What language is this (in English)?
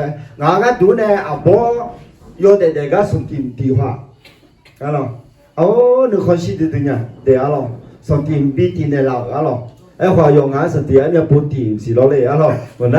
Akha